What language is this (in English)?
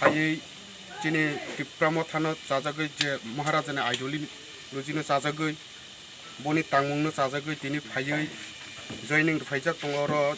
Kok Borok